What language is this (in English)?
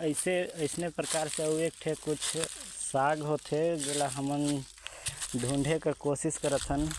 Chhattisgarhi